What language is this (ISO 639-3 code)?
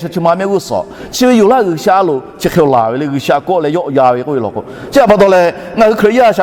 lhu